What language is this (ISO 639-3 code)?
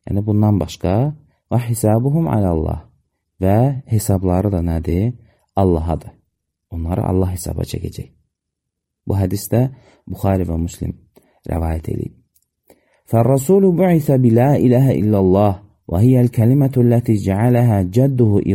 aze